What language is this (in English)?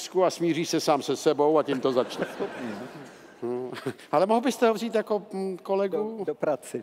Czech